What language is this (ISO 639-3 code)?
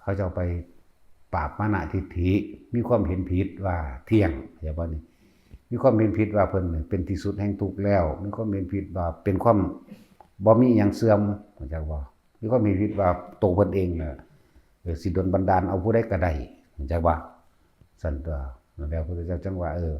tts